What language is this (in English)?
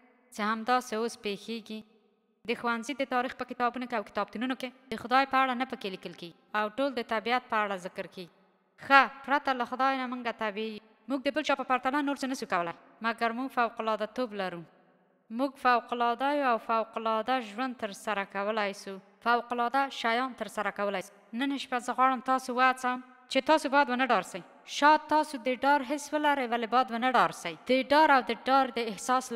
Pashto